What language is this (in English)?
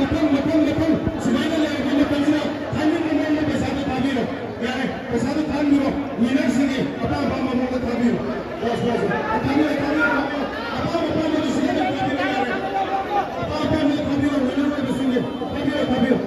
Manipuri